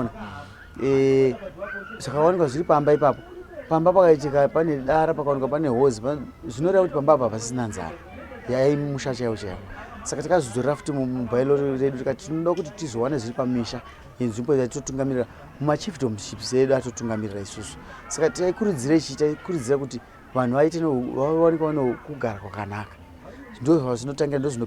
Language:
Shona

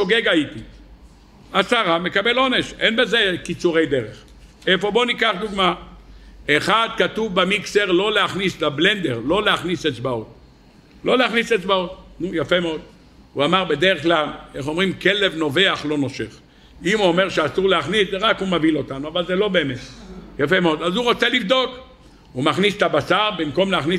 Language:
Hebrew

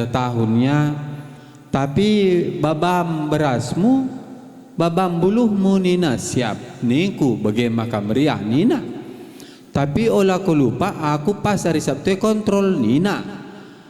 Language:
Batak Karo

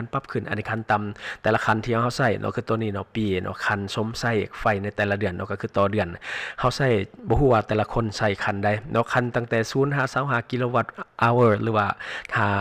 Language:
Lao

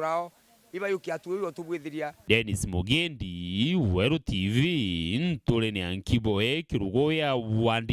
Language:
Meru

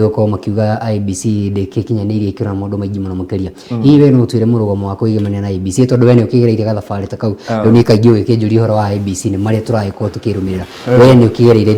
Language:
Kikuyu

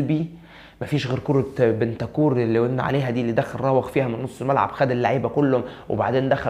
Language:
Egyptian Arabic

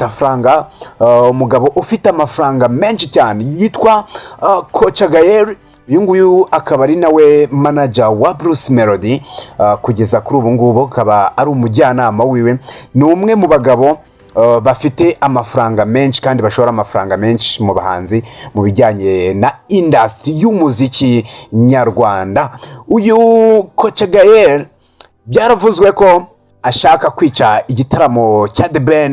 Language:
Kinyarwanda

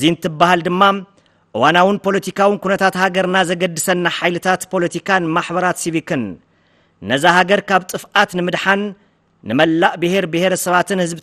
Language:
Tigrinya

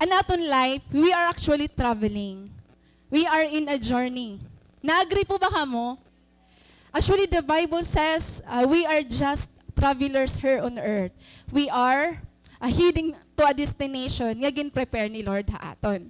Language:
Waray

